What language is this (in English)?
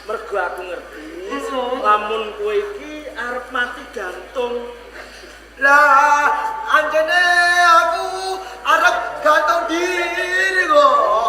Javanese